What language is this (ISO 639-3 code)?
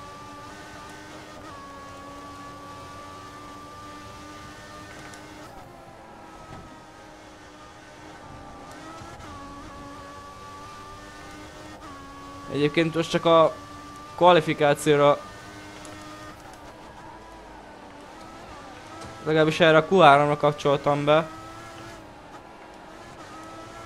hun